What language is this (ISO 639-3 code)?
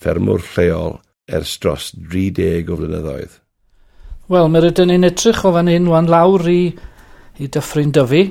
cym